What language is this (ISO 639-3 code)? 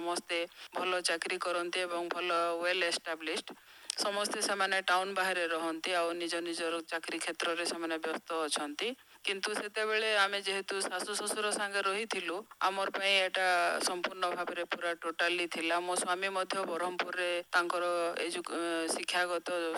ori